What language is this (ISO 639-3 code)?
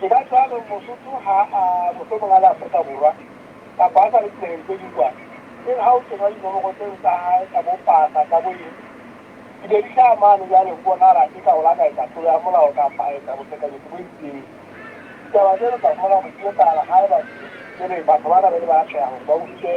sot